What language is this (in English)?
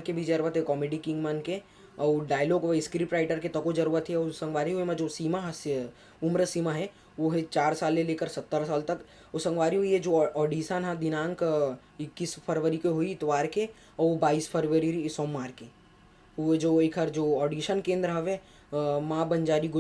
Chhattisgarhi